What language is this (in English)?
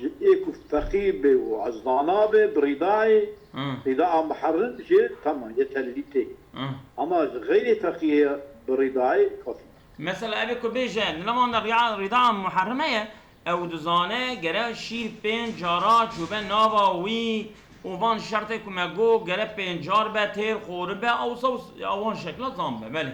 Kurdish